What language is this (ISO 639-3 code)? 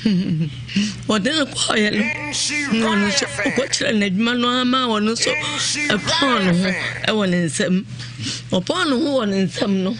aka